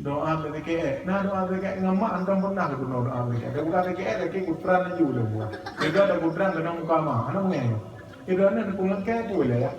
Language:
Achinese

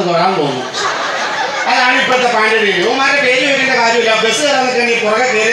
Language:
Malayalam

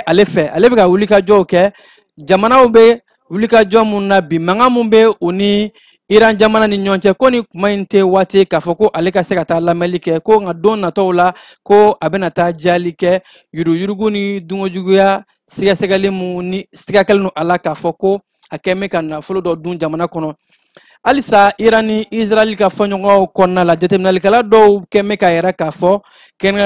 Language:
Bambara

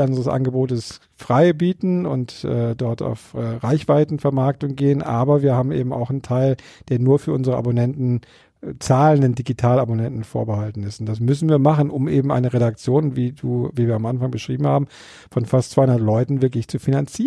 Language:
German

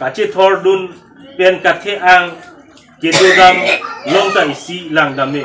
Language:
Karbi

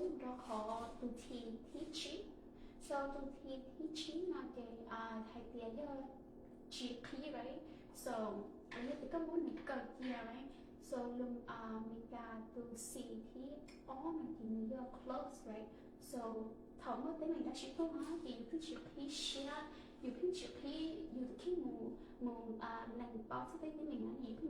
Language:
Hmong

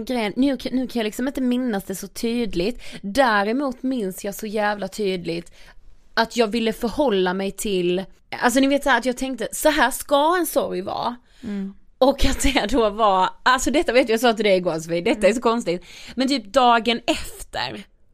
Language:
Swedish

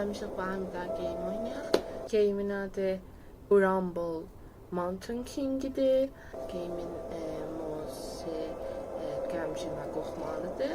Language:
South Azerbaijani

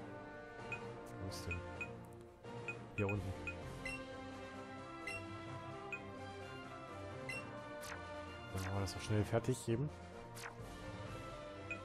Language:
German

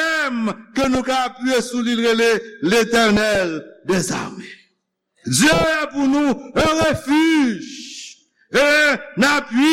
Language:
Haitian Creole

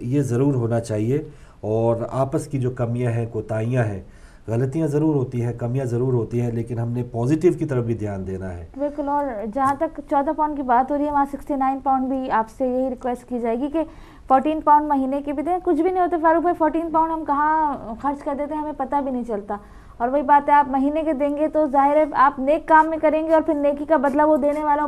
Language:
Urdu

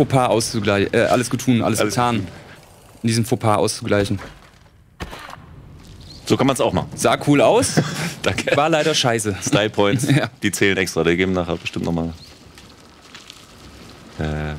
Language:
German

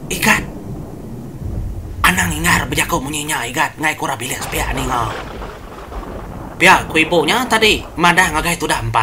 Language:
Iban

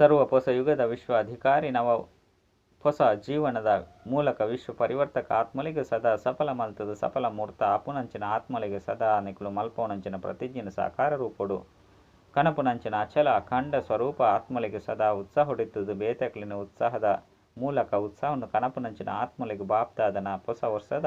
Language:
Tulu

